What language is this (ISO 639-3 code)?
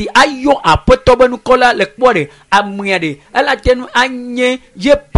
ewe